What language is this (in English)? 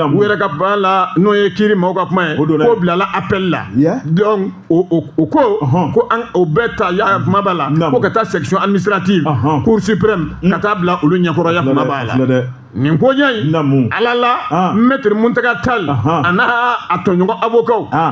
Bambara